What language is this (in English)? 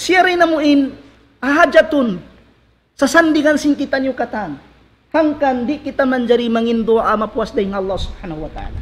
Tausug